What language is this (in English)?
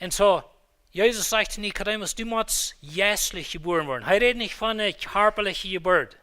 Plautdietsch